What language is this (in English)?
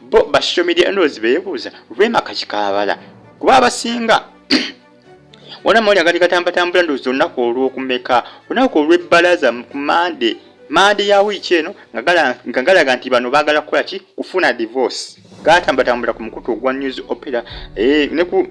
Ganda